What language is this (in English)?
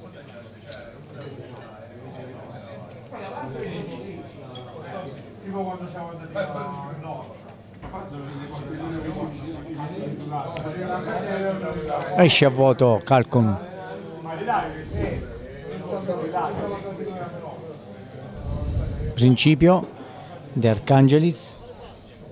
Italian